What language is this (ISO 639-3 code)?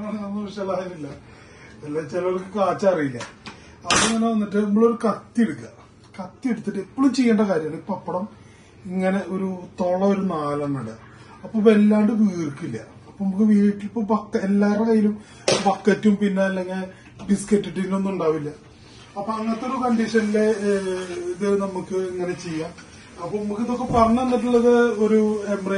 mal